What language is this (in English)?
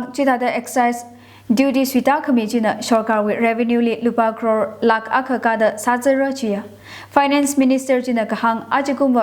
Tangkhul Naga (India)